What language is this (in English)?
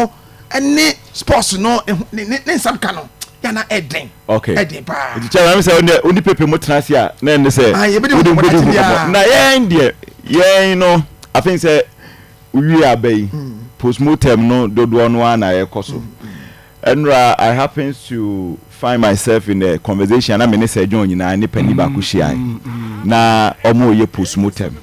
Akan